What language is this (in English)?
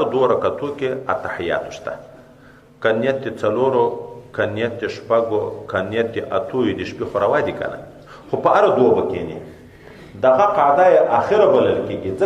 Pashto